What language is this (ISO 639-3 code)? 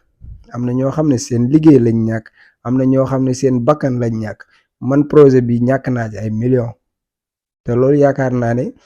wol